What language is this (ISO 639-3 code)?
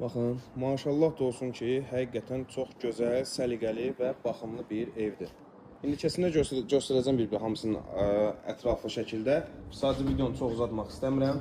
aze